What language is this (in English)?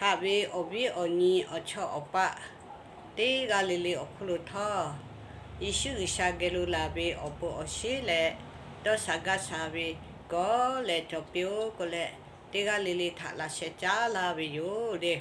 Lahu